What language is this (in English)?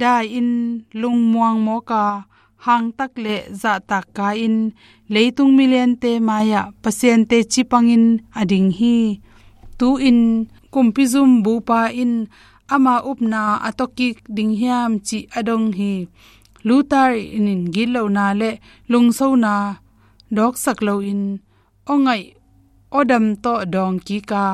Tedim Chin